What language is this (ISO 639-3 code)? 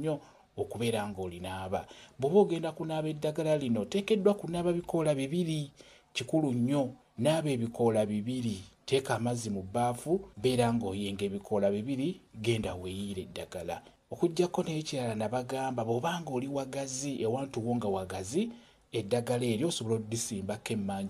lug